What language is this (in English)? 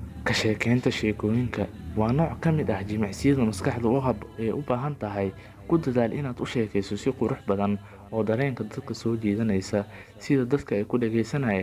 Somali